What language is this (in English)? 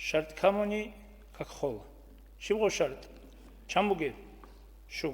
Avaric